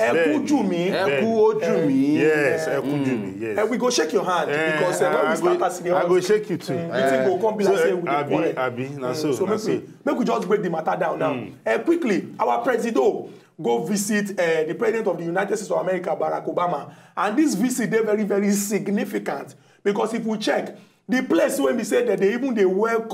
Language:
Nigerian Pidgin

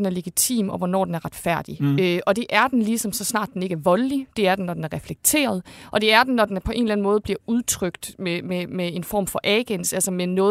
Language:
Danish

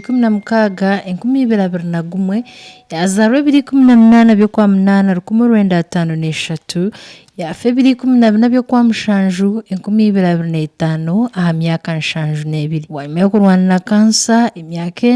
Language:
Nyankole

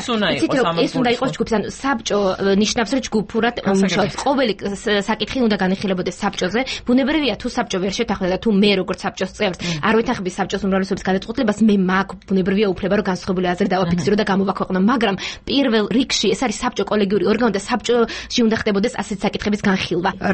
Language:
Georgian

